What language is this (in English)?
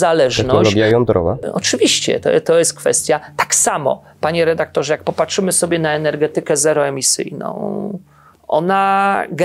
Polish